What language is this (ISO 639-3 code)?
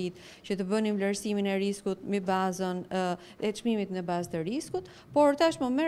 sqi